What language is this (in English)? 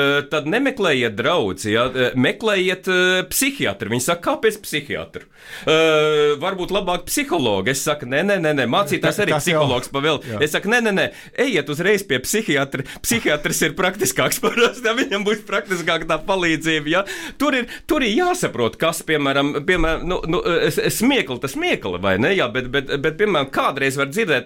Latvian